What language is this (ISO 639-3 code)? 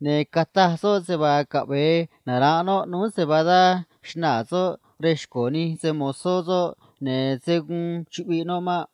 trc